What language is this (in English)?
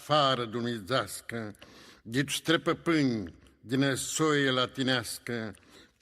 Aromanian